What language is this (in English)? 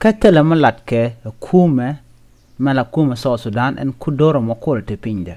Nuer